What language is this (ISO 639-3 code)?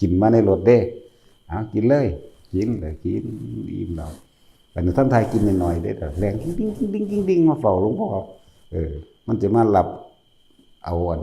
tts